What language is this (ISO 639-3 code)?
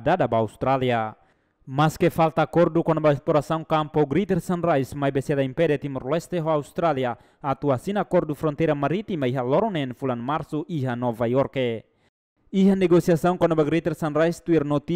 tet